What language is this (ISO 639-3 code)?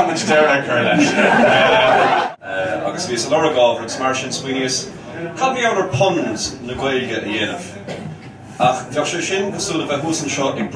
gle